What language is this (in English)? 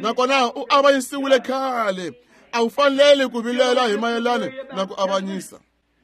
Tsonga